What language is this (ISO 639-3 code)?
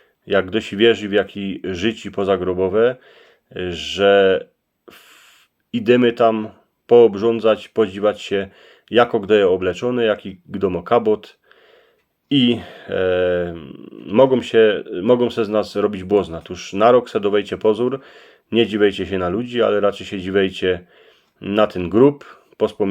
szl